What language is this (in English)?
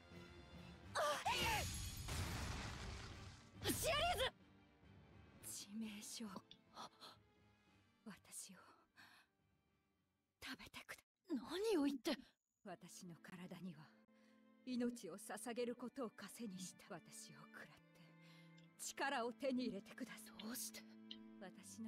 Japanese